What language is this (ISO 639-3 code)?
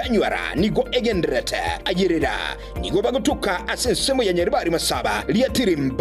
guz